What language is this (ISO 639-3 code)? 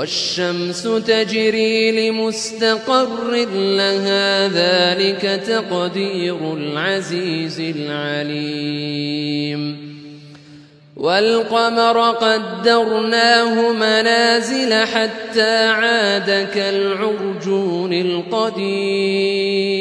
ara